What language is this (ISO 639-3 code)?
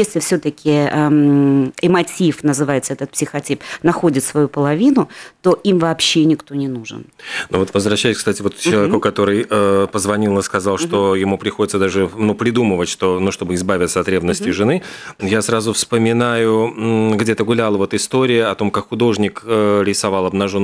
rus